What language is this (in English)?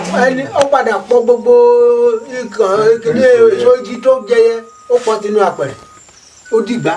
Yoruba